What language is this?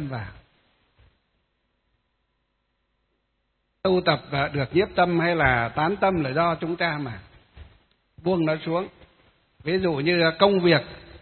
Vietnamese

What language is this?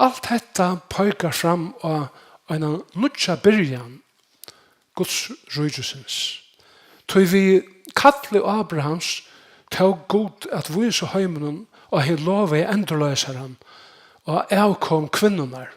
Faroese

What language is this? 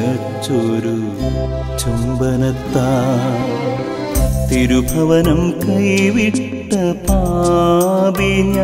Malayalam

